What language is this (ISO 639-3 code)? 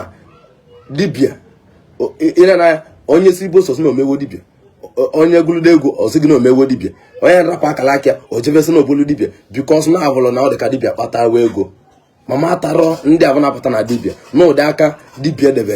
ibo